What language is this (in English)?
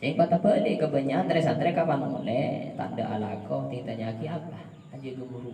Madurese